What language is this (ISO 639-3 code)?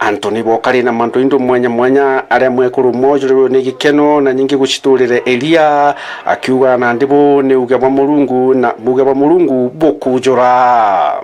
mer